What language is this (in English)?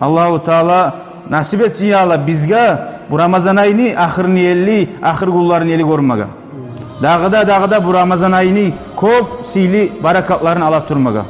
Kumyk